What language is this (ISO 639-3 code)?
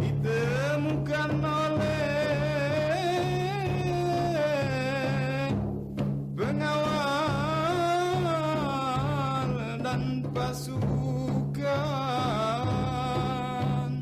bjn